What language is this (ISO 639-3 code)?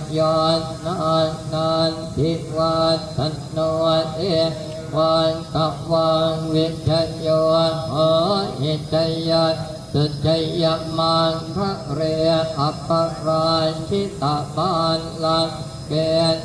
pli